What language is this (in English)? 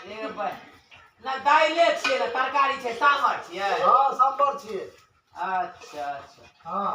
Maithili